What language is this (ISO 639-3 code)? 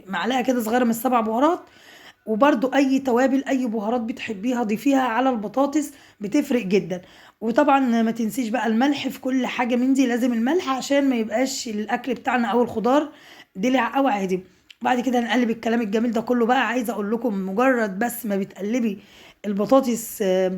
arz